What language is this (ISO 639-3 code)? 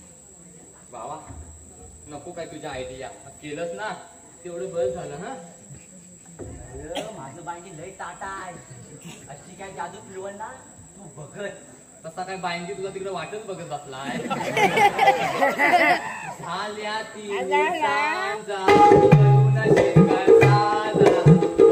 mar